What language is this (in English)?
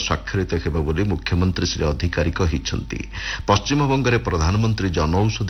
Odia